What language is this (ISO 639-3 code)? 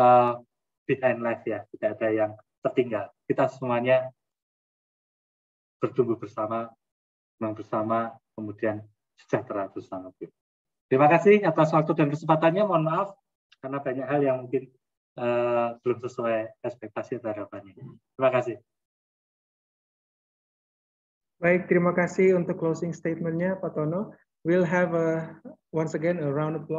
ind